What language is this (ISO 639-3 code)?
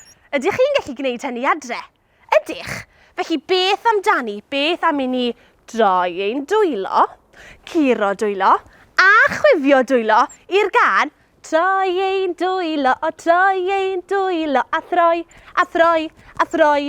cym